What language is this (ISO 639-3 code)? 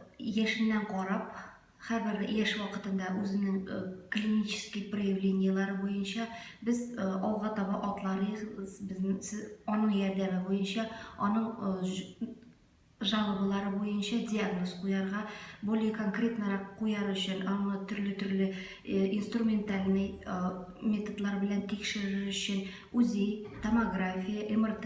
tat